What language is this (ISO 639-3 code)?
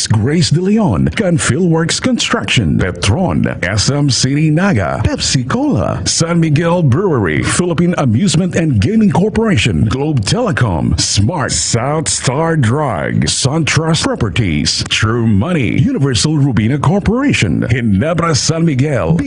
bik